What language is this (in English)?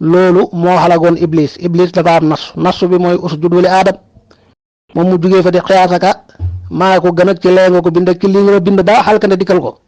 Wolof